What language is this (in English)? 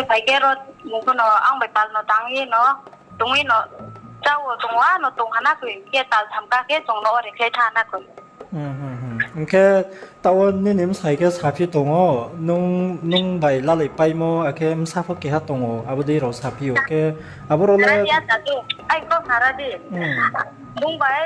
Riang (India)